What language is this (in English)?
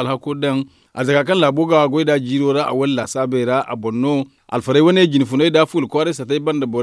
Zarma